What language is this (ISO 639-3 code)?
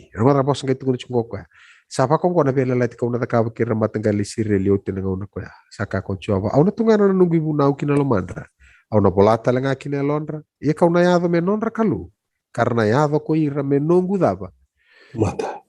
fij